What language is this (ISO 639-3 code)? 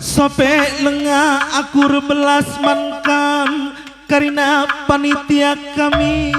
btx